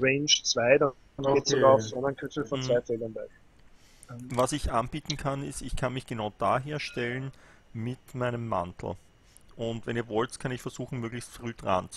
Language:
German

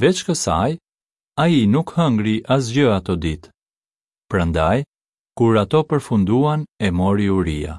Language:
Albanian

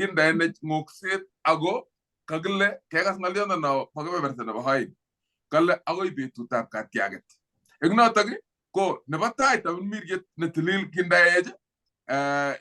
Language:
Kalenjin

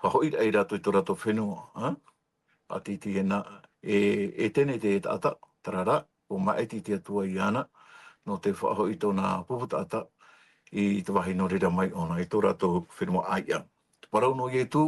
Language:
Tahitian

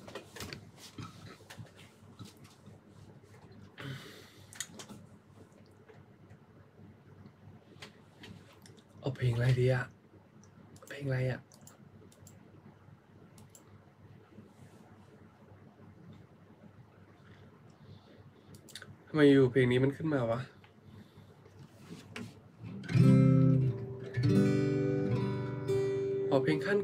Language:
Thai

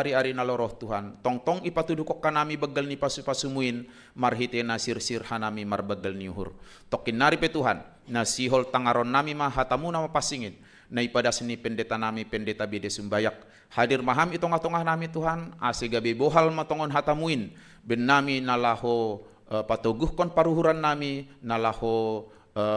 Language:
Batak Simalungun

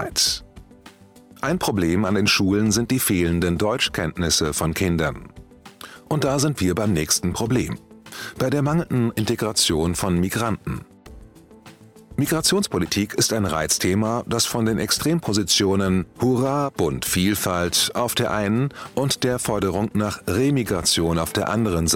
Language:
German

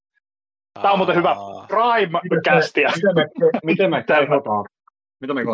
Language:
Finnish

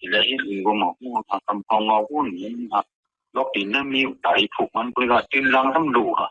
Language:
Shan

